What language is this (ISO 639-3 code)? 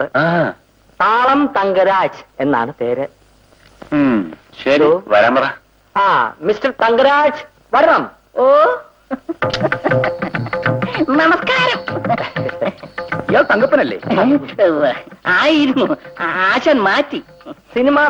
mal